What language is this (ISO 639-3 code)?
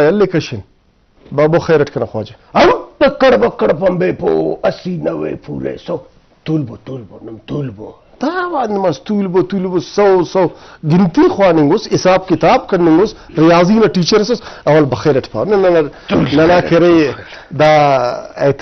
brh